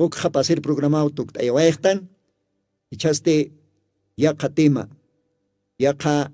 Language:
Aymara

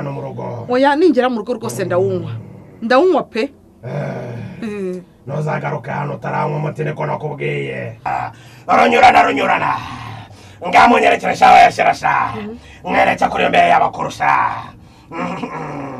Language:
Kinyarwanda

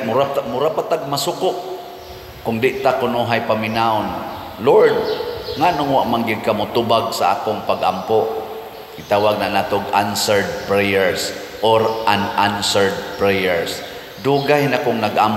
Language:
Cebuano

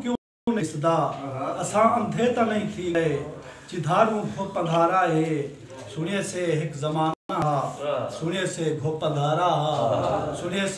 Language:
Saraiki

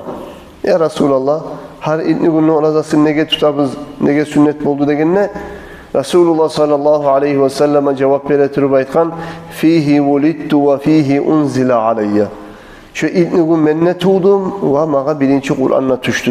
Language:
Kumyk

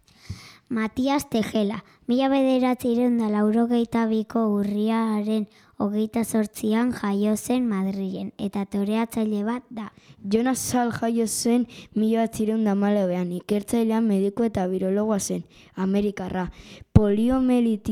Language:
Basque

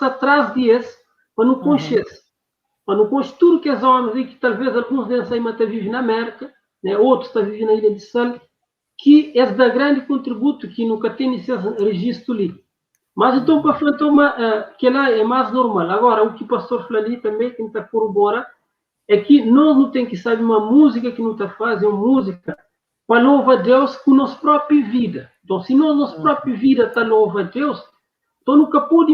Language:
Kabuverdianu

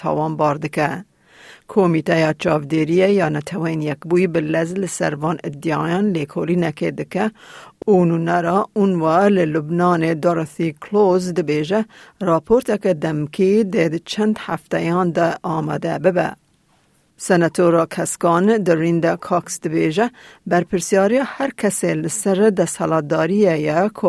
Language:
Kurdish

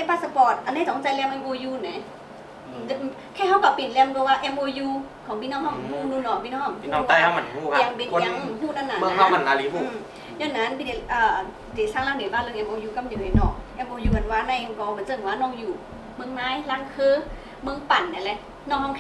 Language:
Shan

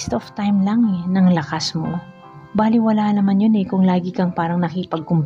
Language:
Filipino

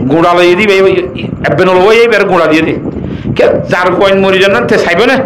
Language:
Rohingya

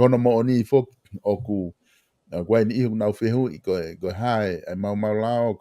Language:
Tongan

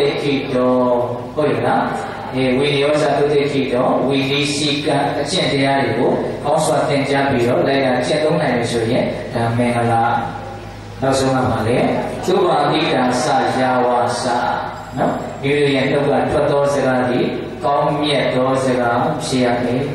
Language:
Burmese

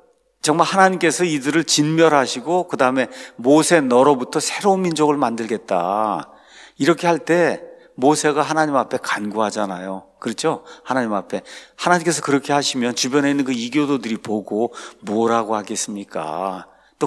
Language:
Korean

